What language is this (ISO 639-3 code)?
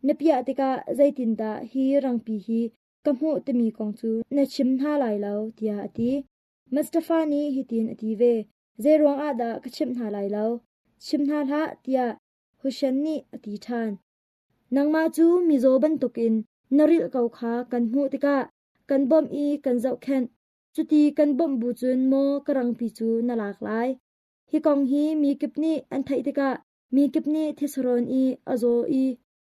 cnh